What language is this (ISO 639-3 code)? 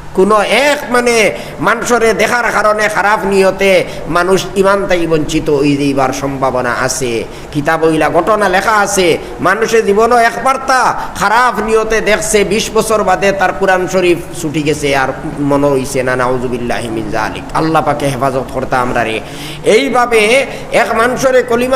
syl